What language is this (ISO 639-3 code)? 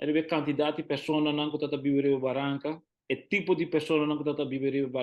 pap